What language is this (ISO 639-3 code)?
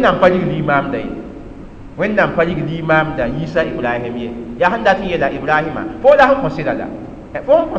mos